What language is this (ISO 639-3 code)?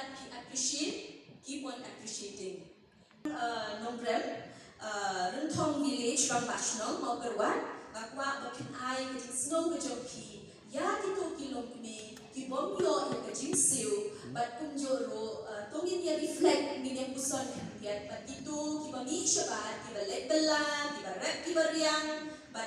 kha